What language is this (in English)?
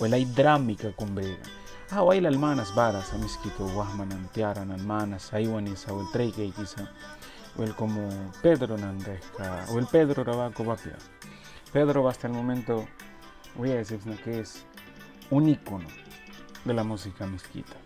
Mískito